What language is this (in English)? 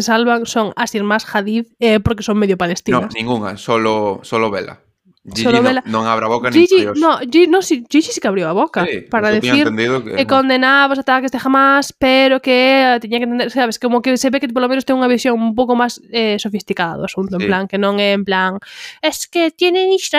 Galician